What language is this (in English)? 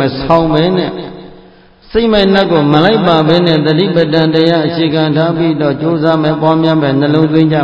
Burmese